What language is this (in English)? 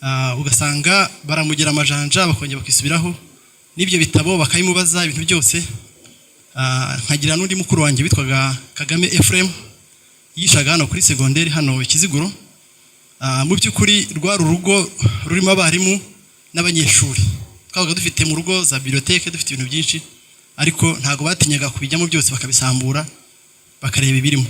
Kinyarwanda